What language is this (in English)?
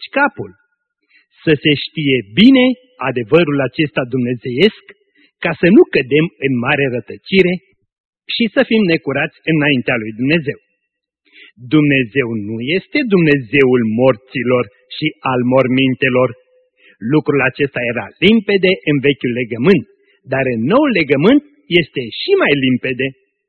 Romanian